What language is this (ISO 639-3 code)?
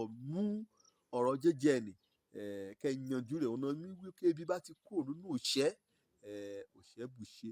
yor